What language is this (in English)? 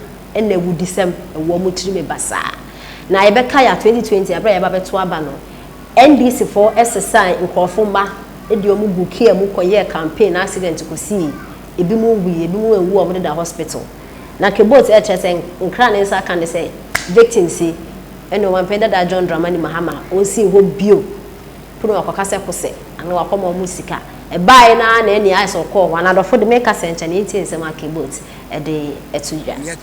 Akan